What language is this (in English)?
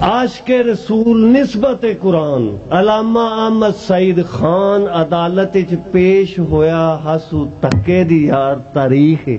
Western Panjabi